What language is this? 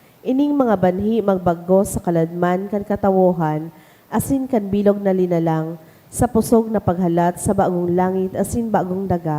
Bikol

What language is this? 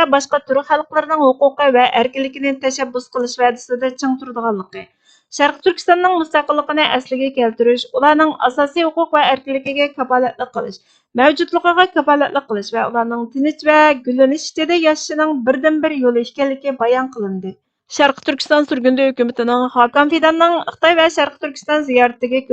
Uyghur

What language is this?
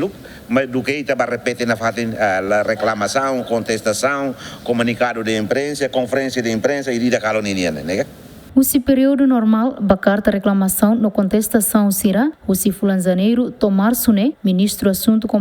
Tetum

